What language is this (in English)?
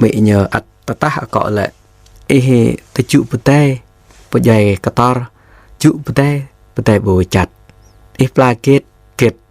Jarai